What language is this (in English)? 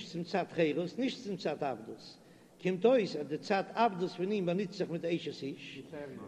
Yiddish